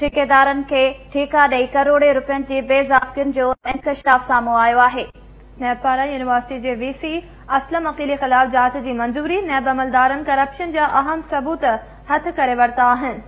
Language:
Sindhi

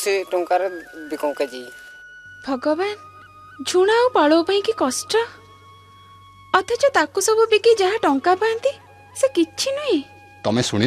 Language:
Odia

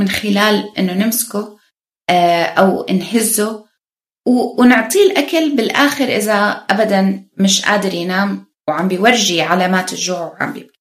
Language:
North Levantine Arabic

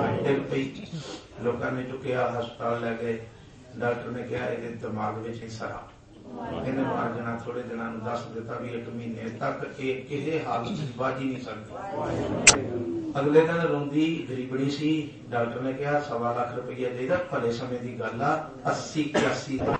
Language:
Punjabi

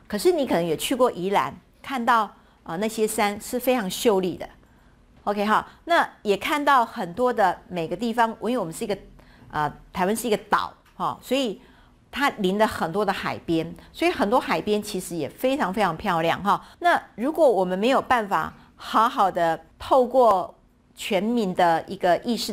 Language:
Chinese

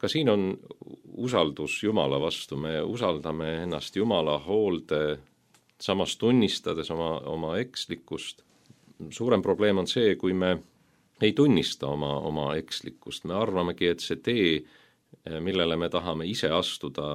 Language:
Estonian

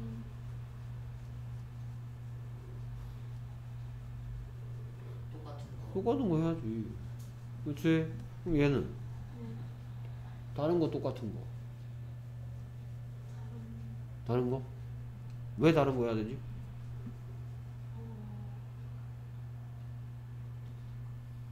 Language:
Korean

